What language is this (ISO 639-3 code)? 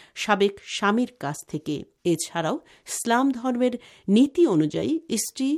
ben